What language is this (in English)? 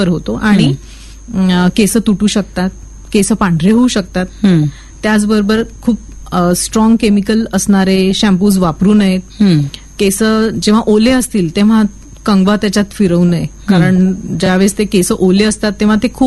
Marathi